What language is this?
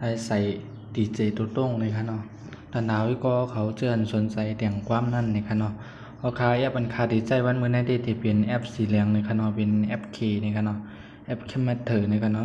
Shan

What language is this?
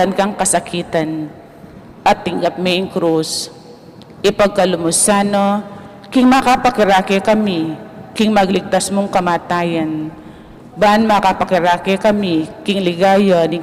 Pampanga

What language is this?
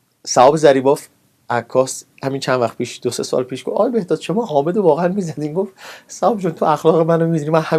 Persian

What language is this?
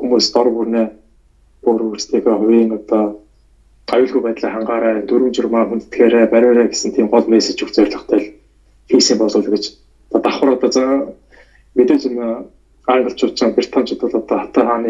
Mongolian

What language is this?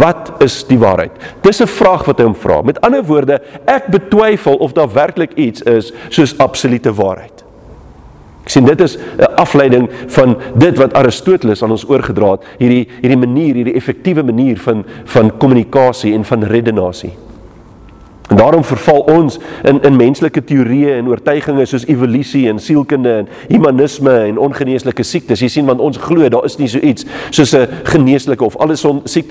Afrikaans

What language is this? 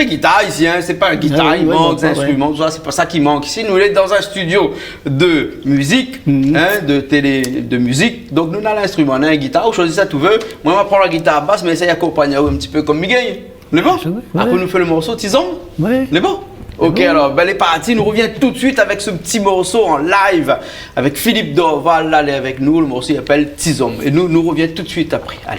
Réunion Creole French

